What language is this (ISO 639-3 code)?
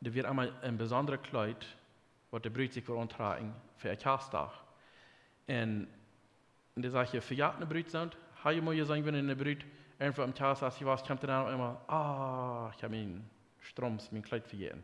pdt